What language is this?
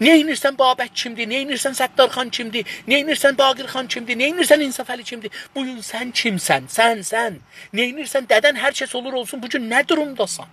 South Azerbaijani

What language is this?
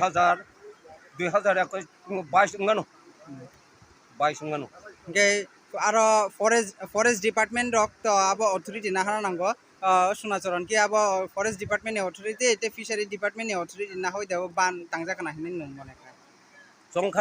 Kok Borok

